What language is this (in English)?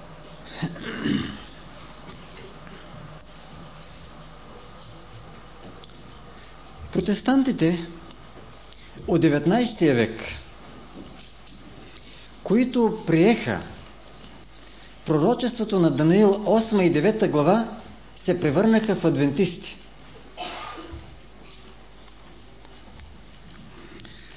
Bulgarian